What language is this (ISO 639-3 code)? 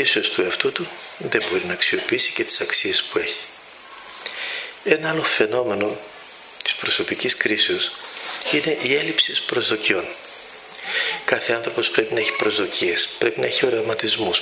ell